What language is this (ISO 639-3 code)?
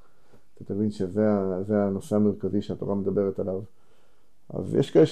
heb